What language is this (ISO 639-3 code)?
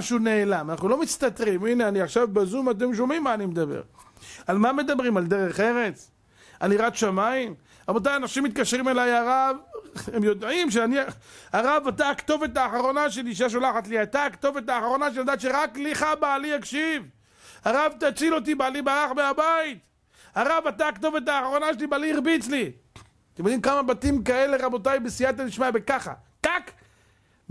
heb